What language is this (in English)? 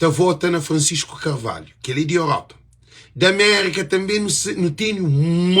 Kabuverdianu